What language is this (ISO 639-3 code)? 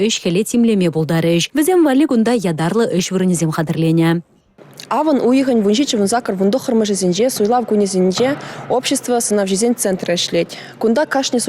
chv